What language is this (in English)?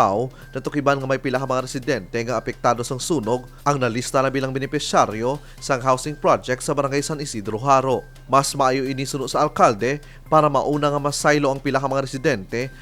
Hiligaynon